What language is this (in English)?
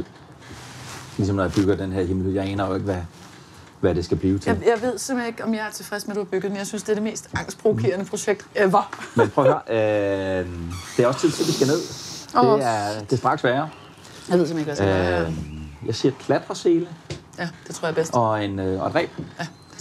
Danish